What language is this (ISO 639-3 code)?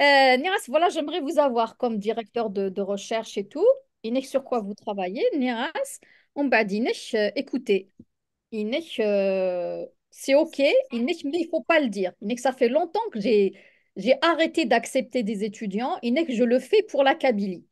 kab